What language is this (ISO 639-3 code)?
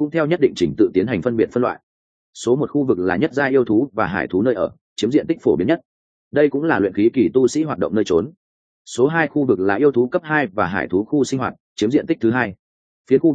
vie